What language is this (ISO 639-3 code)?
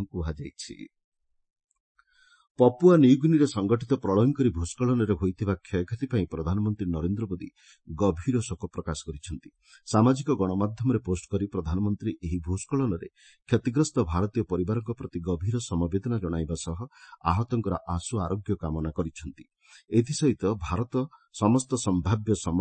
ori